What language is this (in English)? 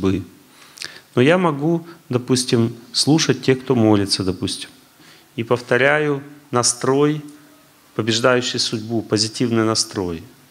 Russian